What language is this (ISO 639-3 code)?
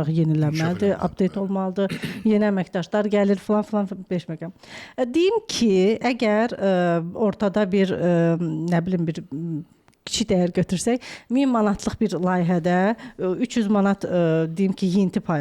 aze